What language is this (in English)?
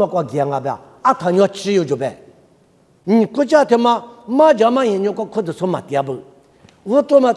Lisu